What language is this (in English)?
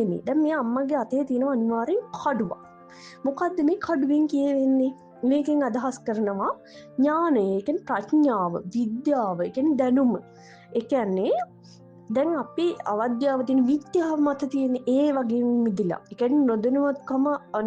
Sinhala